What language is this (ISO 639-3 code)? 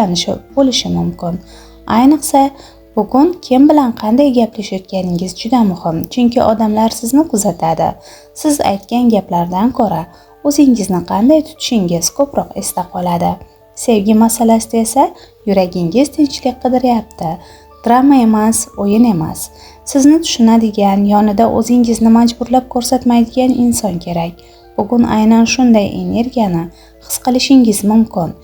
uzb